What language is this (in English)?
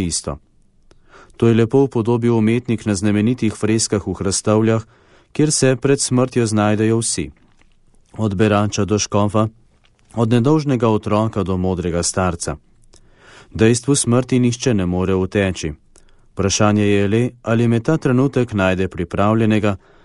Slovenian